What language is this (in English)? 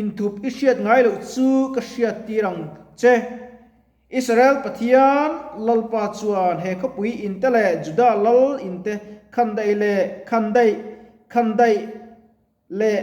Mizo